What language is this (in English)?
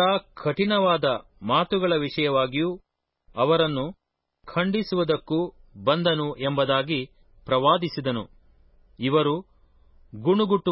Kannada